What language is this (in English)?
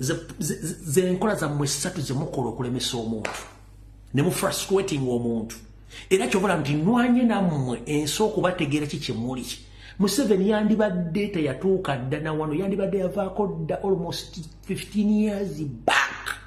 Ganda